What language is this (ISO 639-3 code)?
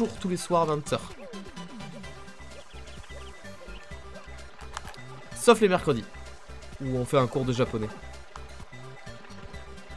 fra